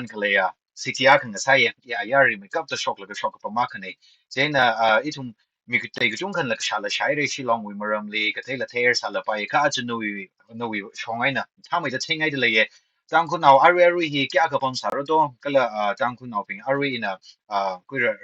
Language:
Tangkhul Naga (India)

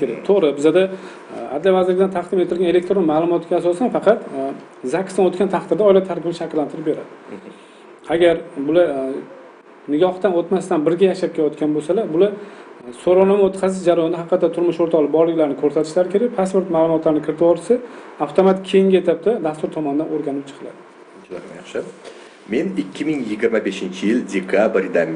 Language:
Uzbek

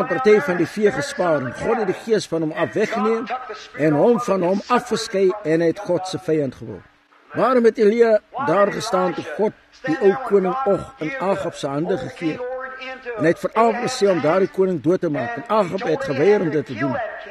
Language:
Afrikaans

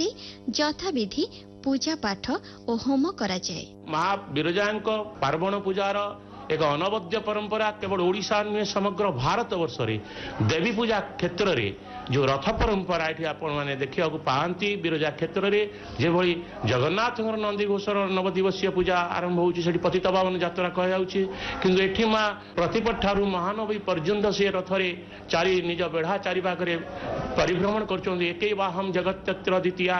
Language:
Odia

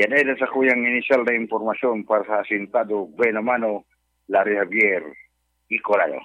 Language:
Bikol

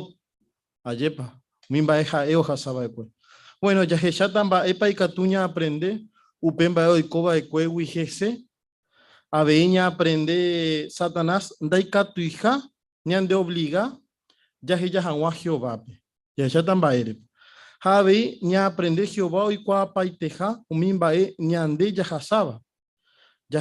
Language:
Guarani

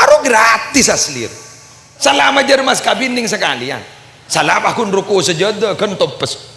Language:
Madurese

